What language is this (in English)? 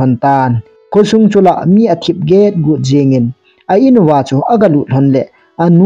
Thado Chin